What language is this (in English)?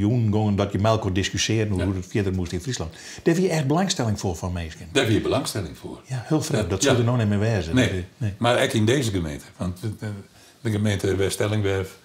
Western Frisian